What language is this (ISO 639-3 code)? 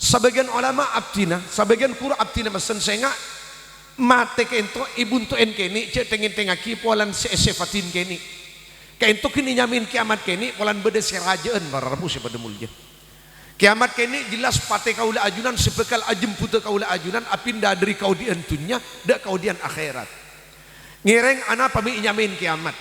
mad